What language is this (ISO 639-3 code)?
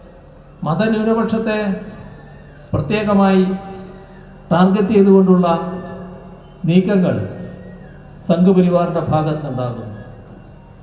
mal